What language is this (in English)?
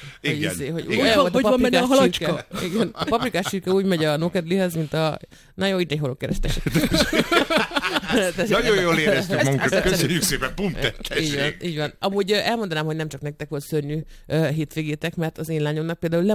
Hungarian